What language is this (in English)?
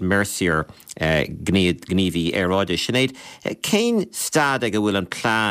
Irish